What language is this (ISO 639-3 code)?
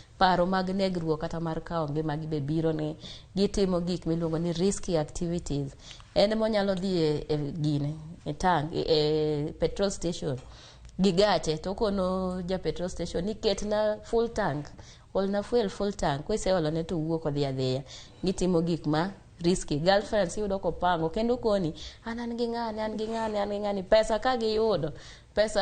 luo